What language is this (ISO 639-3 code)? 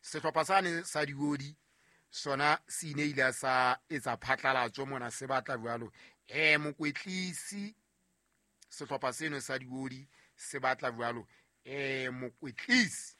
sot